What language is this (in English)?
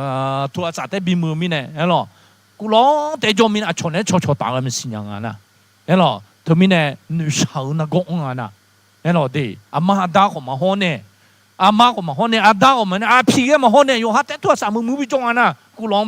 Akha